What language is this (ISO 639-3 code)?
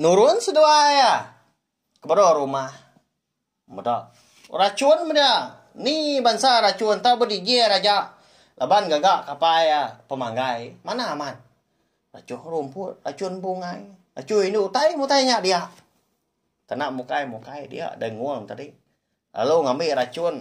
iba